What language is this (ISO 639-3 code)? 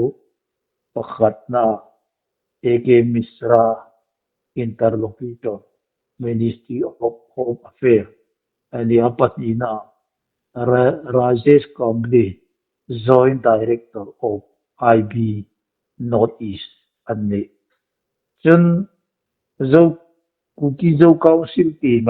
hmr